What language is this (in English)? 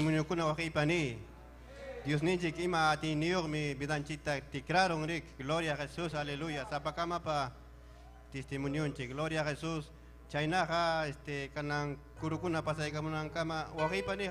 Ayacucho Quechua